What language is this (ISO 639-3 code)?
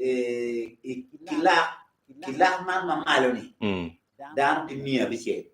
ach